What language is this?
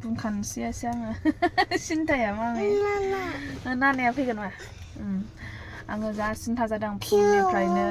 Bodo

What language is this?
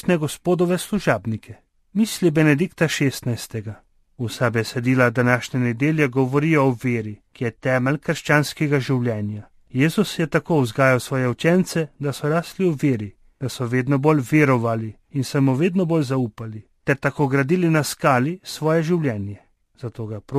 Slovenian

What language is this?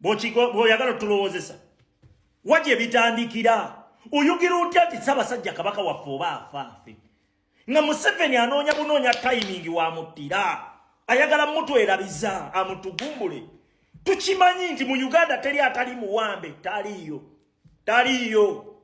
Ganda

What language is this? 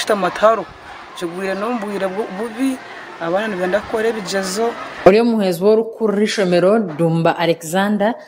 Nyankole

